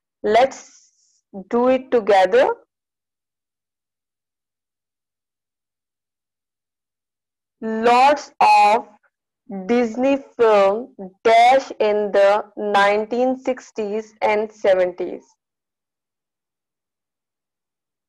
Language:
English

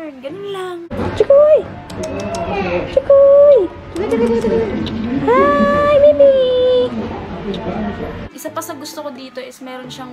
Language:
Filipino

